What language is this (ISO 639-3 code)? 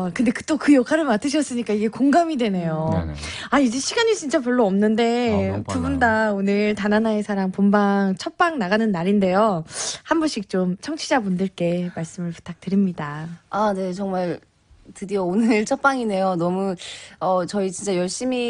kor